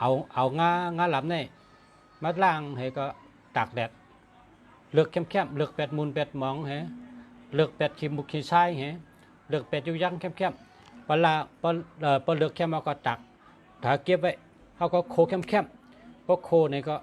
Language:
Shan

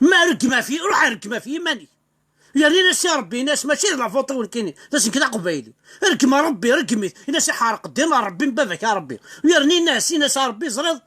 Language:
Kabyle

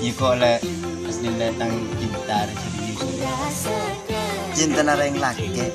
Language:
Madurese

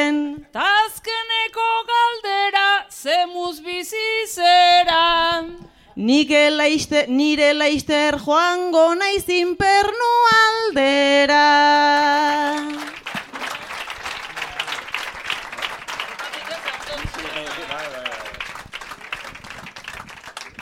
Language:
Basque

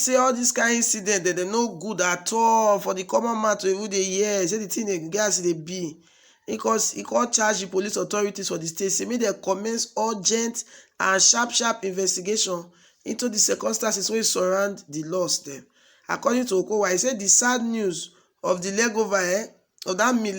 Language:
Nigerian Pidgin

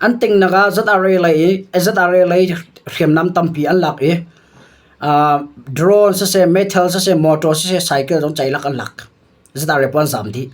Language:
Hakha Chin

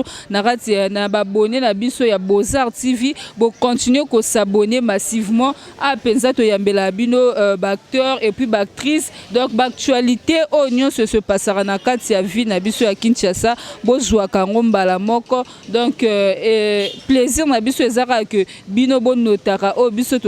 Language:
Lingala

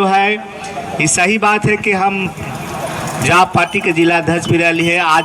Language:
Magahi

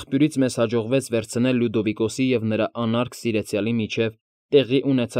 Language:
Armenian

